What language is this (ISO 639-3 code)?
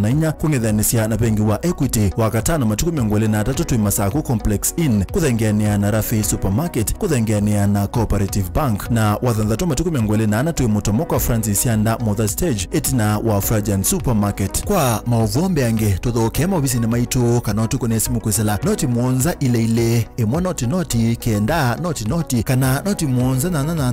kam